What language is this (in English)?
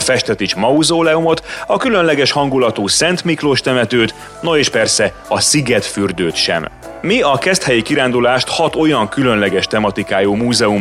Hungarian